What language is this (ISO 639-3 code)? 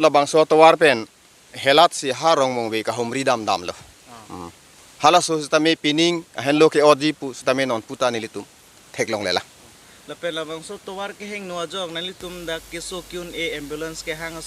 mjw